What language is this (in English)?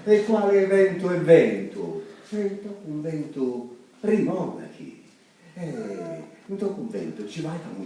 Sicilian